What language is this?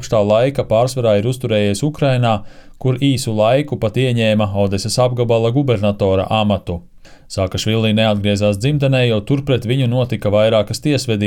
Latvian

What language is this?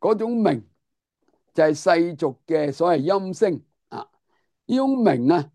Cantonese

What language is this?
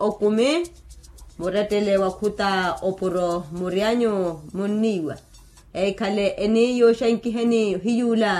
Makhuwa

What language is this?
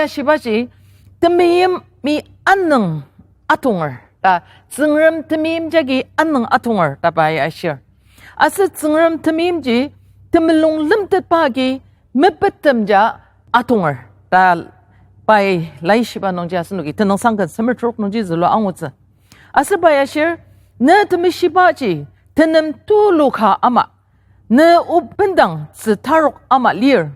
Ao Naga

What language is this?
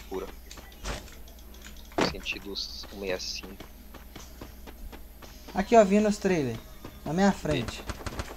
Portuguese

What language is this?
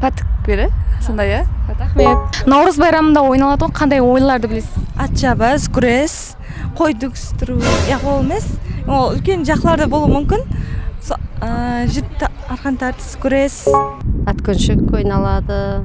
Kara-Kalpak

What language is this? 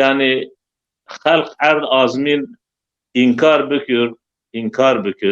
Zaza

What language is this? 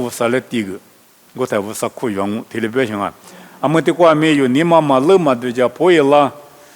Lisu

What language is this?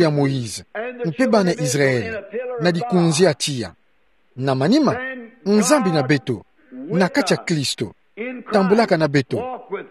Kituba (Democratic Republic of Congo)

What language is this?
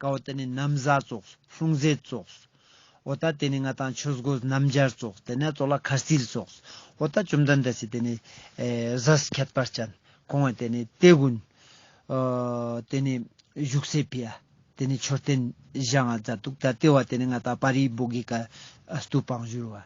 Ladakhi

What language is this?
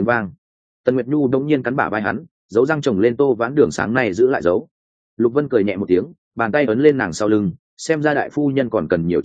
Vietnamese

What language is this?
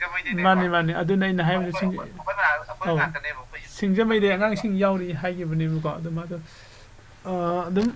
Manipuri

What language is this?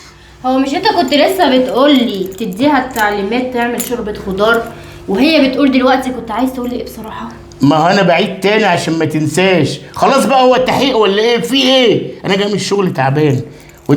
Egyptian Arabic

